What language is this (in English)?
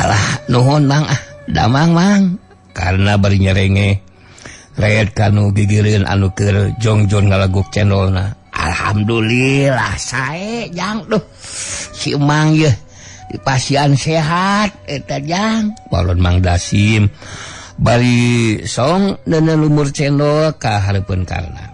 Sundanese